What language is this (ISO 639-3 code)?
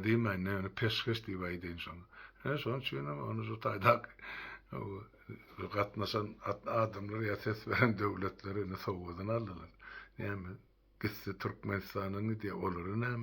tuk